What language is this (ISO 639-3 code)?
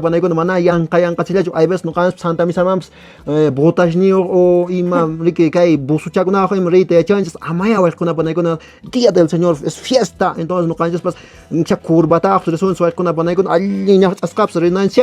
que